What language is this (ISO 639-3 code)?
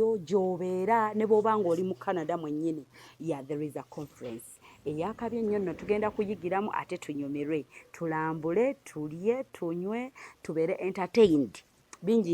lug